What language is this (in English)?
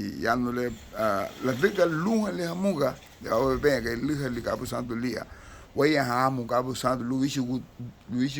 Garifuna